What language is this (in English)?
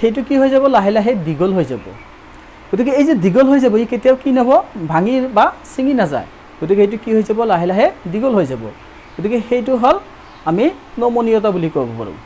Assamese